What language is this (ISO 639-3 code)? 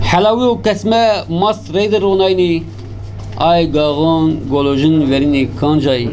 zza